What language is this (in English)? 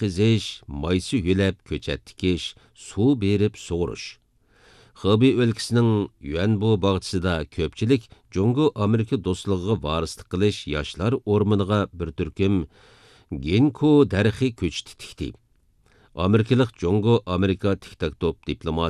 Uyghur